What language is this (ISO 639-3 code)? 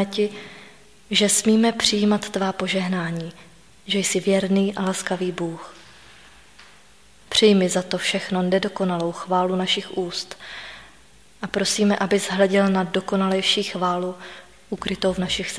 ces